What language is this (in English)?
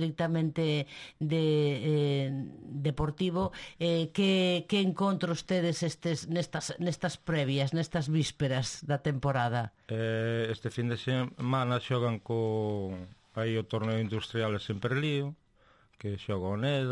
Galician